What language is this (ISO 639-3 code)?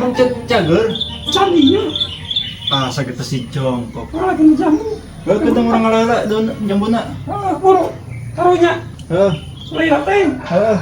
sun